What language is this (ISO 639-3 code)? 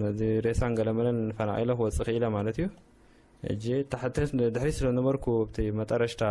tir